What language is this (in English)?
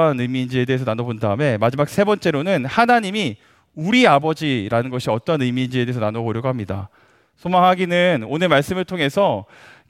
Korean